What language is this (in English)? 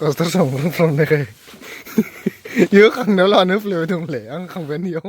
Bodo